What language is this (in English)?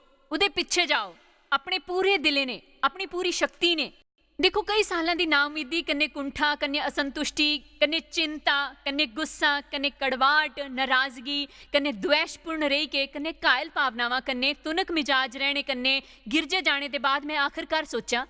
Dogri